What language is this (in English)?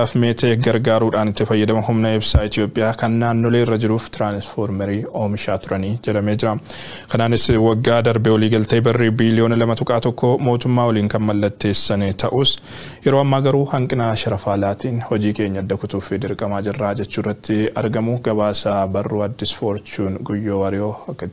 Oromo